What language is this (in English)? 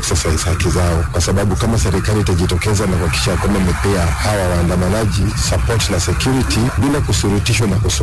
Swahili